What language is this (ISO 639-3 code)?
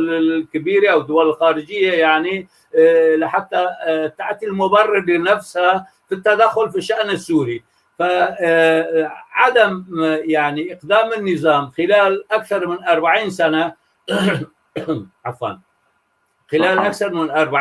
apc